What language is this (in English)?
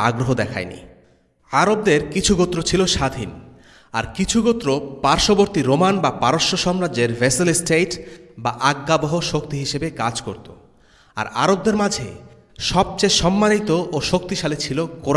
Bangla